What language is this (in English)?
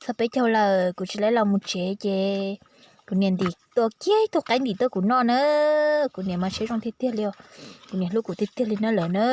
Hmong